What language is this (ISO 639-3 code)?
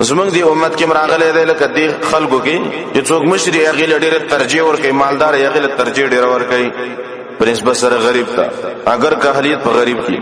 pus